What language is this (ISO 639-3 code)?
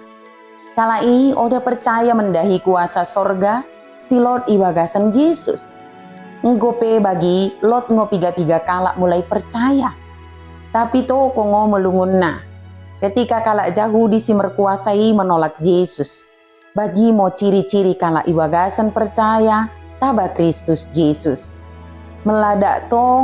btd